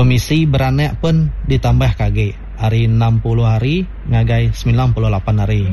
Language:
Iban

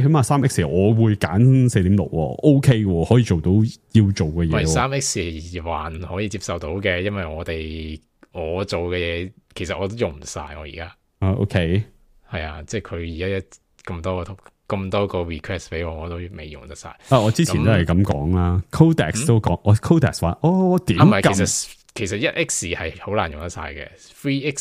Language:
Cantonese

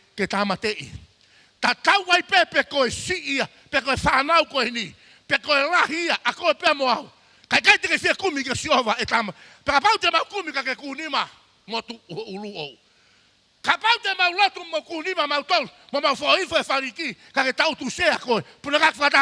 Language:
Tongan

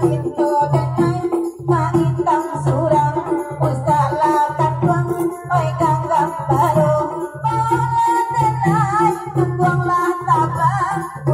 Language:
Minangkabau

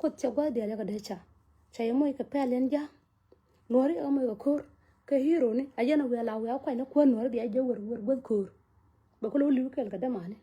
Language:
Nuer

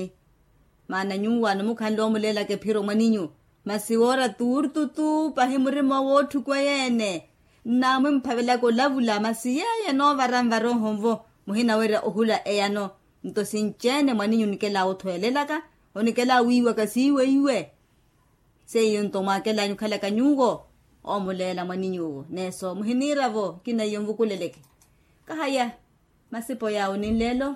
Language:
Makhuwa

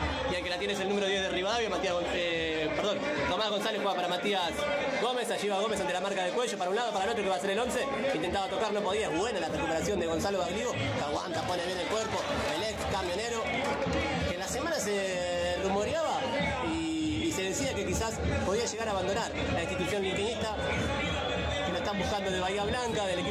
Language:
Spanish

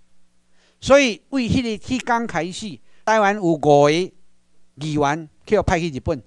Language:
Chinese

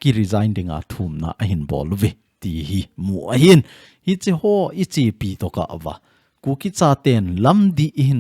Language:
Thado Chin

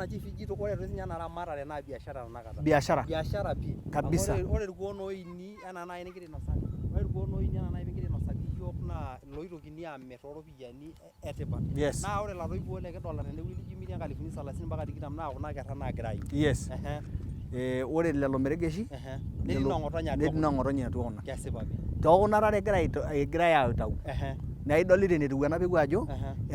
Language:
Masai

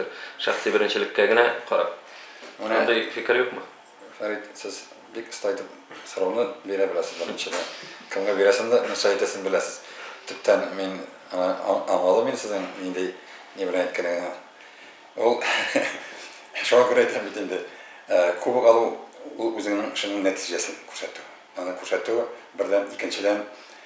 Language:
Tatar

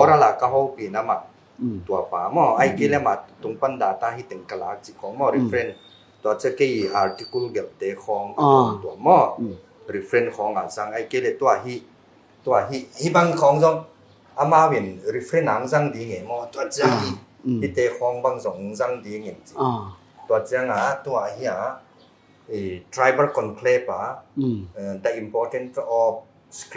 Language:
Tedim Chin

